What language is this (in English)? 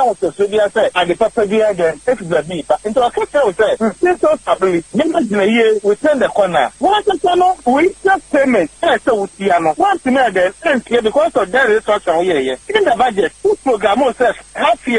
Akan